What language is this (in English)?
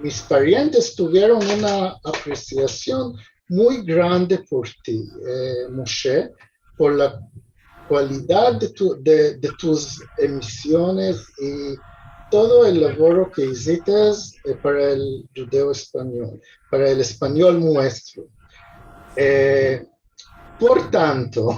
Ladino